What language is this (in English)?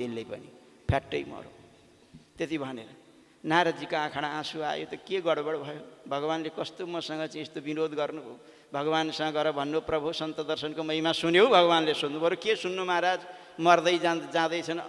Nepali